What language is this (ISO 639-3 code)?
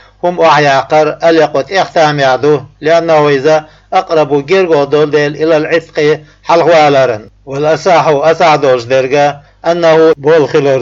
che